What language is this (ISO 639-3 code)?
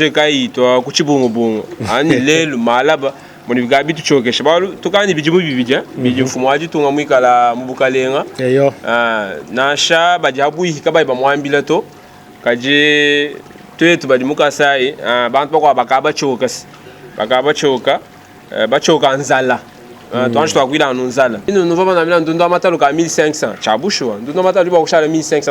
lua